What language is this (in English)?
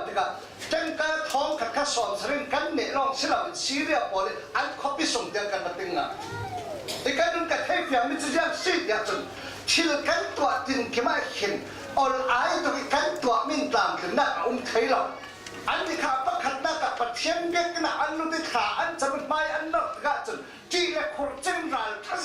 Falam Chin